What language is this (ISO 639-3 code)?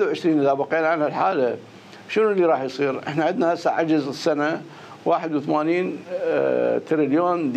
acm